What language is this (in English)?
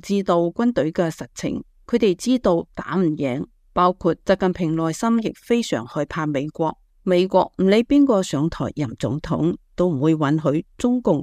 Cantonese